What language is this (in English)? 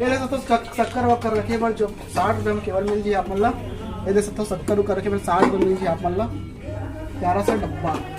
Chhattisgarhi